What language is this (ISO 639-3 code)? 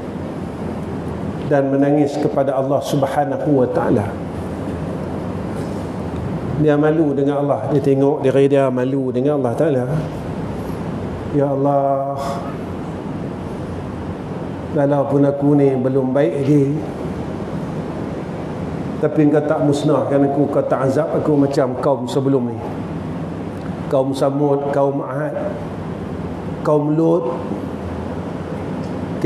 msa